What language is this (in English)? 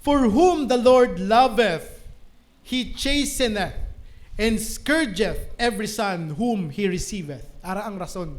Hiligaynon